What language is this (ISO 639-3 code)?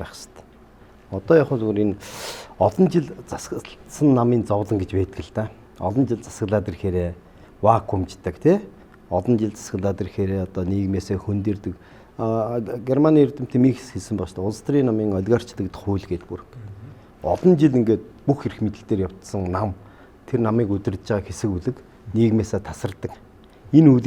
mon